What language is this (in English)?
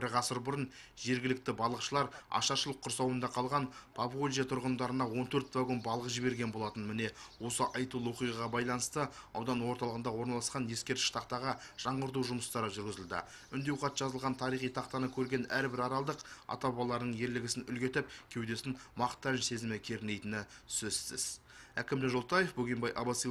Kazakh